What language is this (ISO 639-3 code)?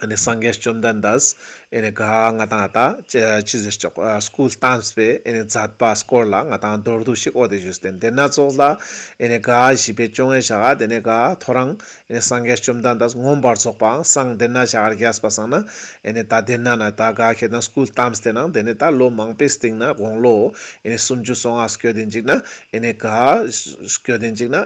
lbj